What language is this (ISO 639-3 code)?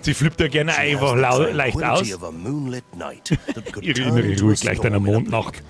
bar